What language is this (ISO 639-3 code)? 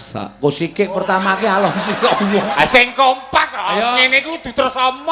jav